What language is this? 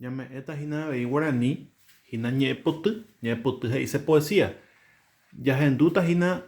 Guarani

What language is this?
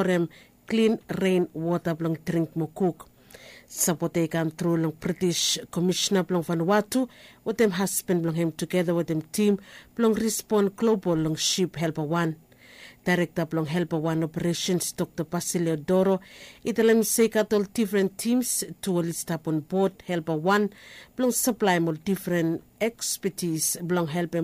Bislama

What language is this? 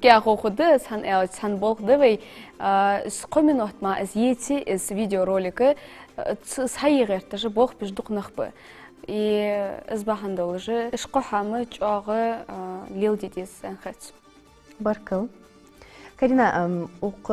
Ingush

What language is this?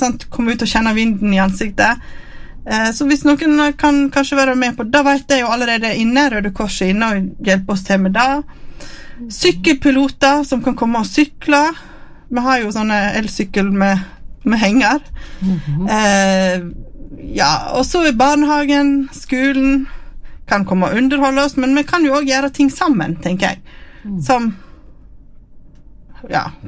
Norwegian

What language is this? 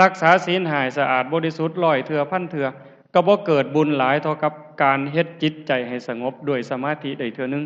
Lao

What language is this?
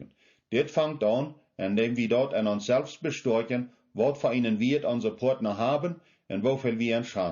Plautdietsch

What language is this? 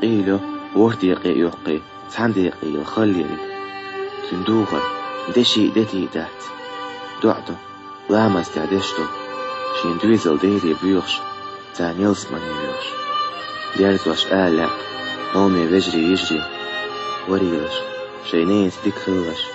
Chechen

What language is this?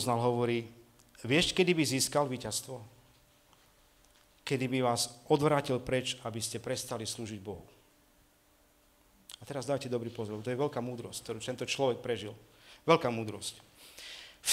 Slovak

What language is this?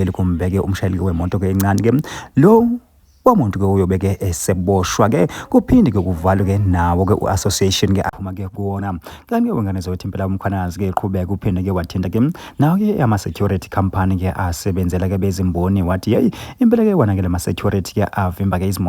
Zulu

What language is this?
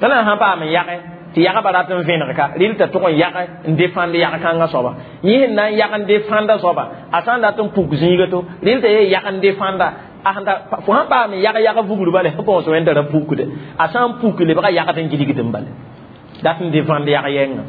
Mossi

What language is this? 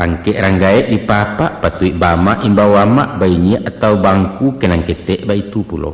Minangkabau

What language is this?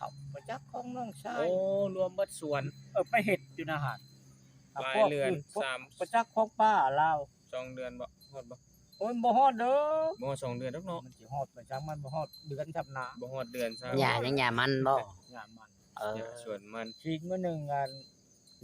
Lao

